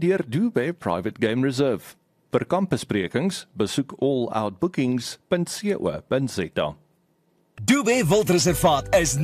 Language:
Afrikaans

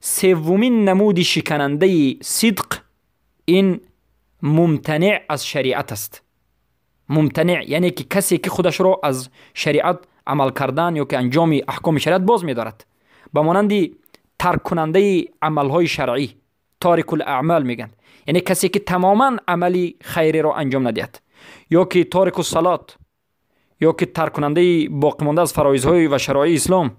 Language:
Persian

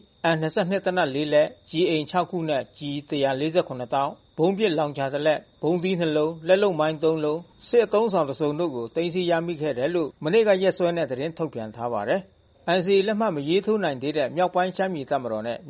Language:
Burmese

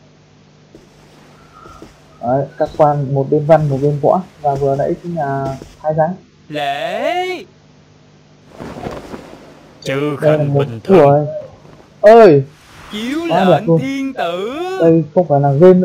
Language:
Vietnamese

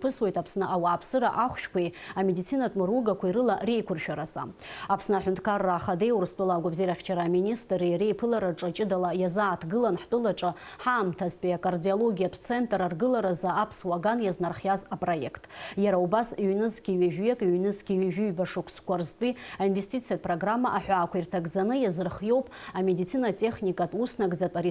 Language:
Abkhazian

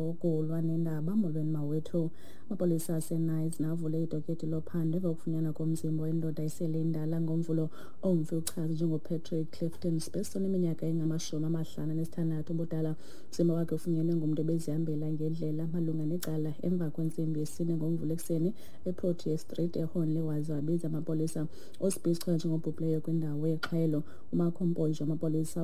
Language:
Xhosa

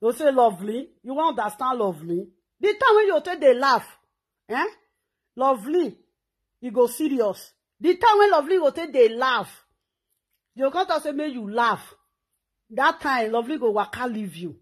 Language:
Nigerian Pidgin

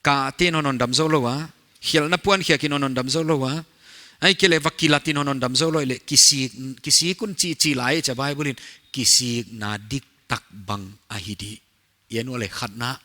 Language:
Paite Chin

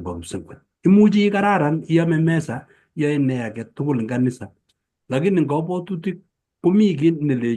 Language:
Kalenjin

